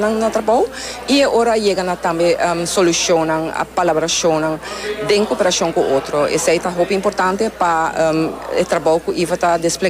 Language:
Papiamento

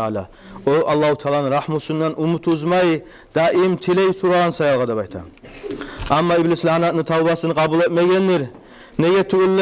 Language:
Kumyk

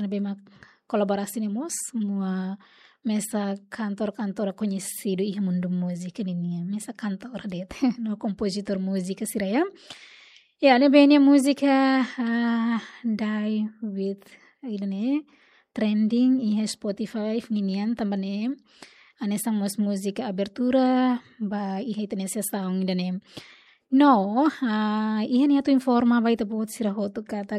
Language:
Tetum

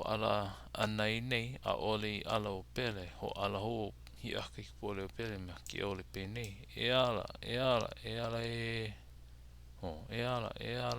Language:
Hawaiian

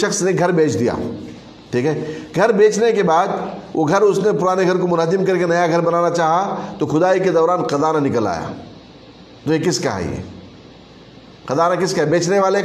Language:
Urdu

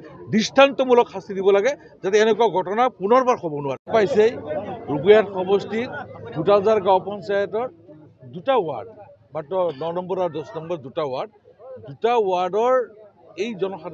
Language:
Assamese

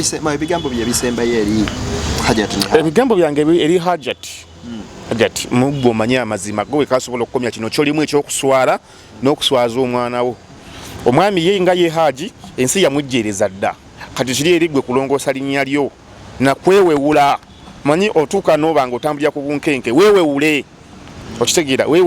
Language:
Ganda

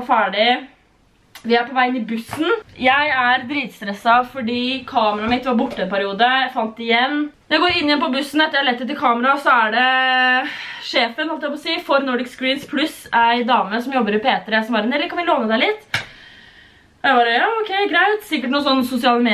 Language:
Norwegian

